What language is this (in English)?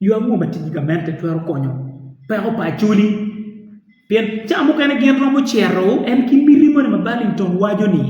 Acoli